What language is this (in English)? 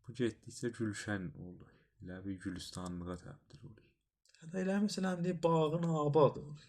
South Azerbaijani